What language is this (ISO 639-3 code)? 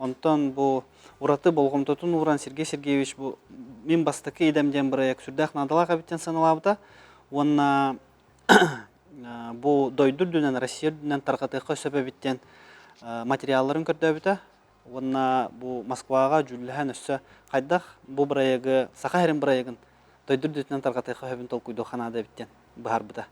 sah